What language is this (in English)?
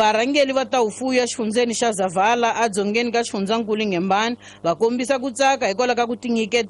Tsonga